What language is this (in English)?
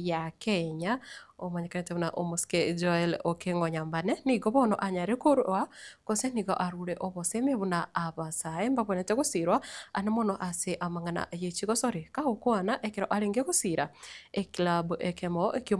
Gusii